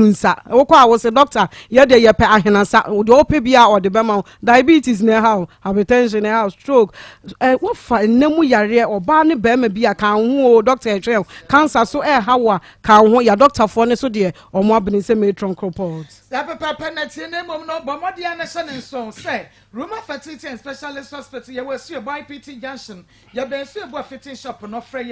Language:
Akan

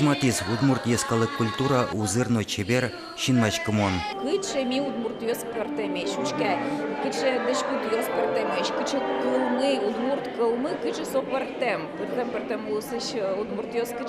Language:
Udmurt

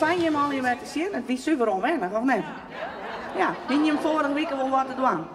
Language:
Western Frisian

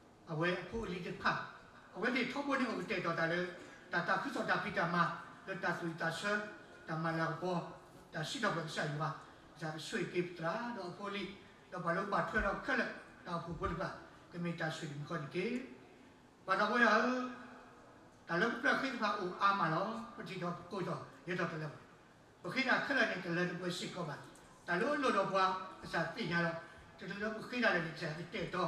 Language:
S'gaw Karen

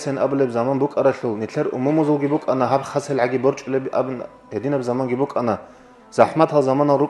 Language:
Avaric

